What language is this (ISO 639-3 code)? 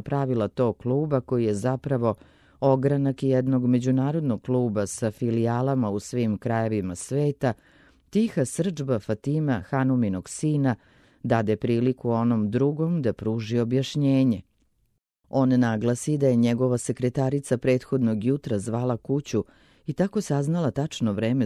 srp